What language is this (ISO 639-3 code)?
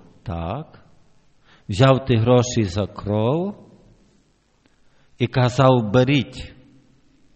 ukr